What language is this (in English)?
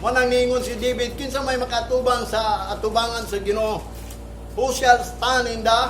Cebuano